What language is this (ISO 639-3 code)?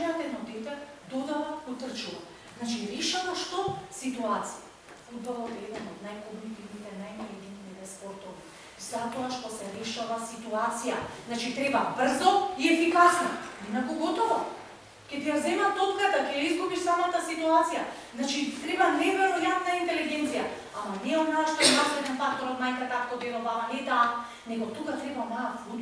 mkd